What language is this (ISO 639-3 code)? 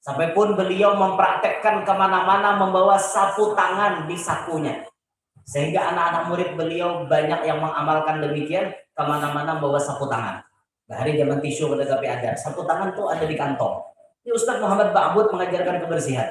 bjn